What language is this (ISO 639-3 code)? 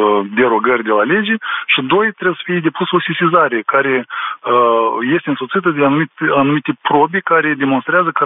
ron